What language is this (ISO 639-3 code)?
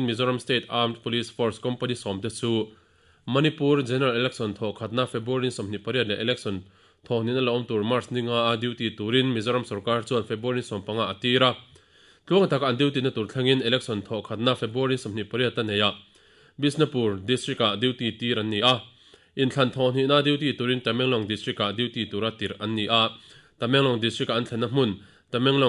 lus